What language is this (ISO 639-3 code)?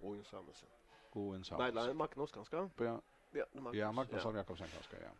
fao